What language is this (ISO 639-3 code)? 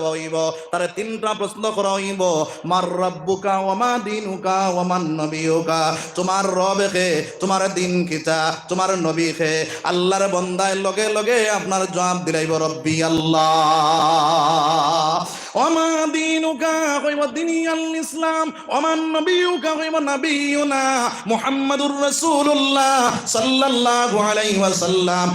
syl